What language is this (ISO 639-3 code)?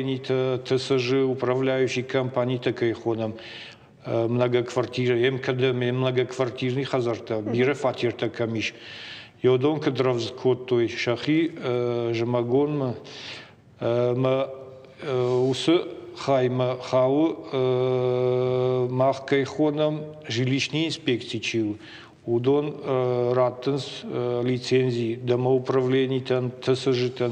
oss